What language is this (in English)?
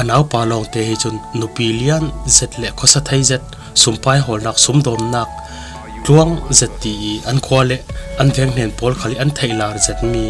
Falam Chin